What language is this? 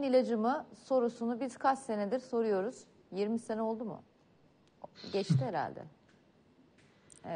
Turkish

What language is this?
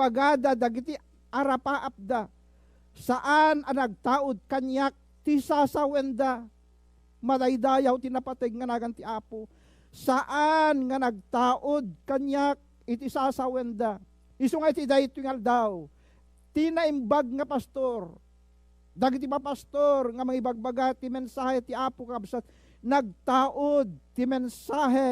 Iloko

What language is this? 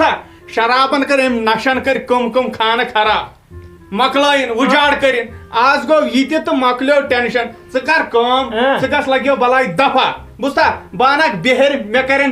Kashmiri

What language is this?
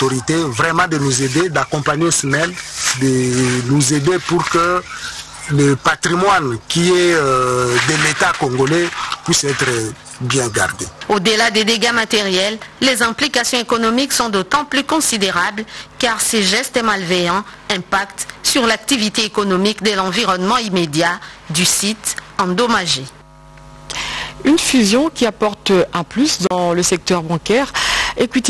French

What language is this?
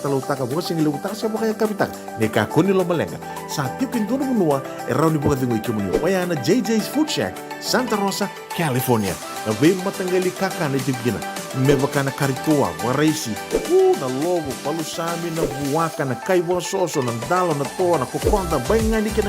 Fijian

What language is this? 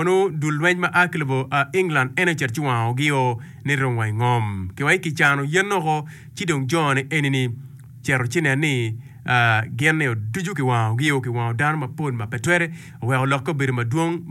Acoli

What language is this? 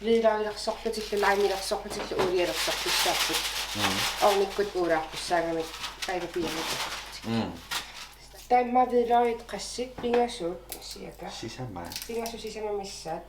Kalaallisut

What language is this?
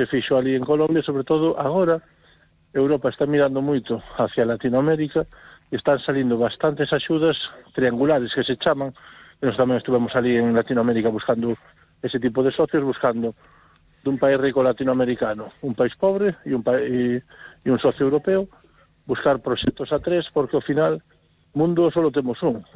Galician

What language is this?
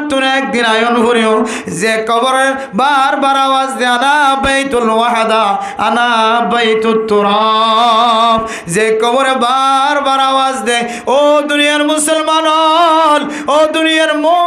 Rohingya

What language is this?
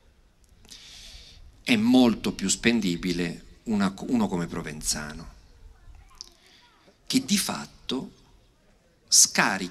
Italian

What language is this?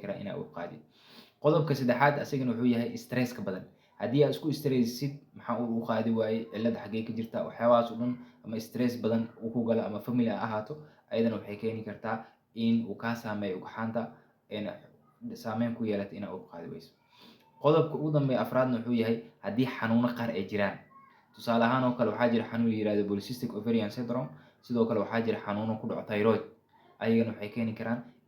Somali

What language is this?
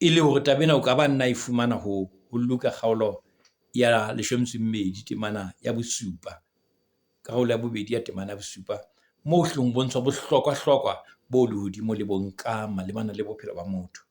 Southern Sotho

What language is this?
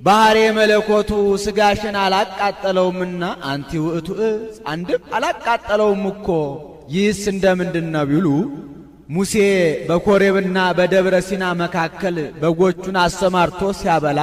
Amharic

